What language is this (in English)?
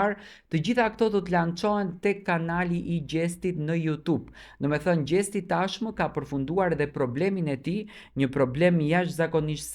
Albanian